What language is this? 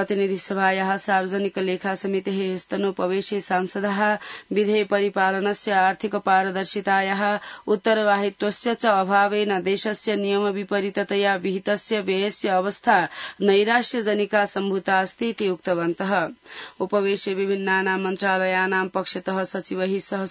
Sanskrit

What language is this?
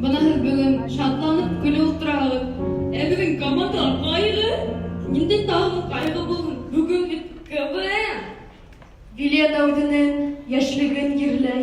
Bashkir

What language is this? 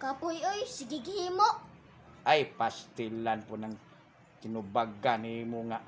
Cebuano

